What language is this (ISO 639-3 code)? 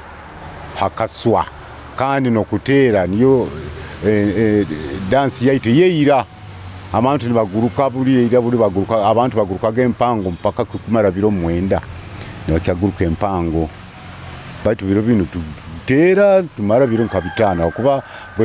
nyo